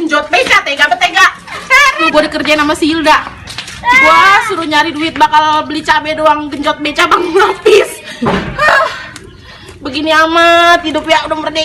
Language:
Betawi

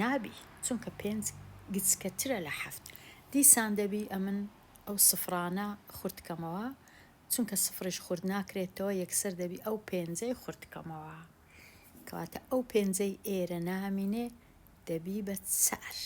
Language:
Central Kurdish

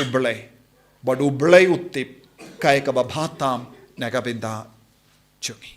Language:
Khasi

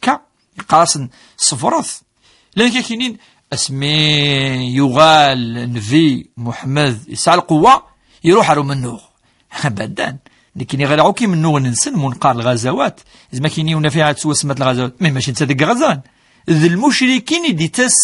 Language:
Kabyle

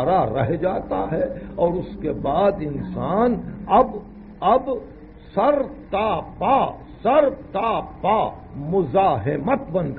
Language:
Urdu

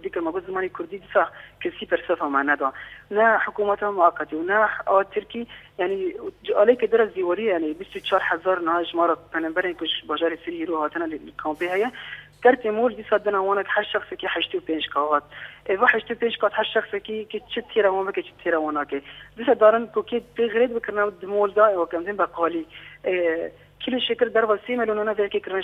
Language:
Kurdish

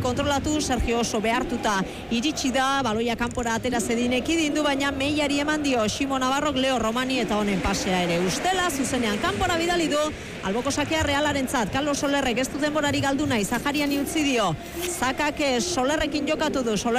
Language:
Basque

